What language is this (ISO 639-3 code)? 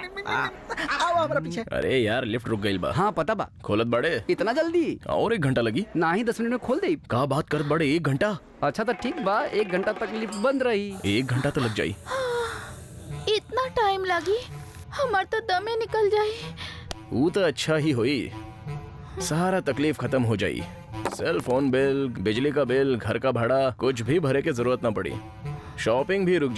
bho